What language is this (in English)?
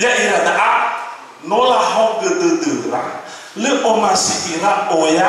Nias